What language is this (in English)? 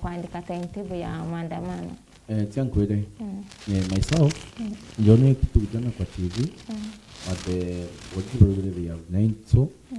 Meru